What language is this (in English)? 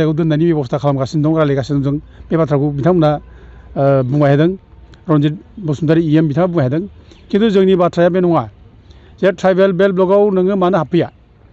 Bodo